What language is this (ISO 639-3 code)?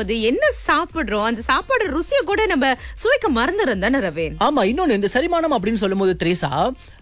tam